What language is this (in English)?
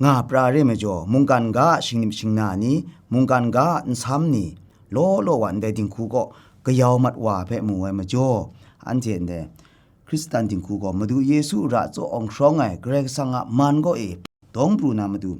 Kachin